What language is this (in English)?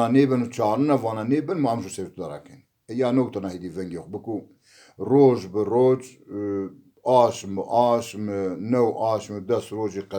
Zaza